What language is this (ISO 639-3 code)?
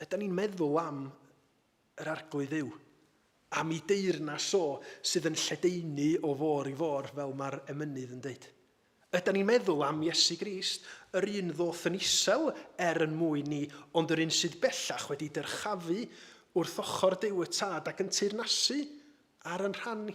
cym